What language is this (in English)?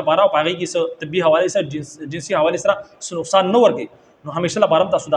Pashto